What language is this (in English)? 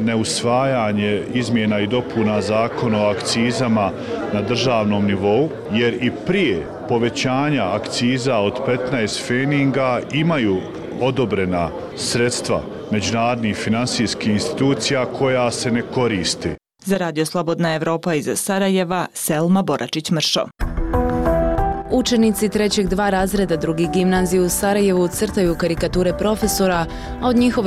Bosnian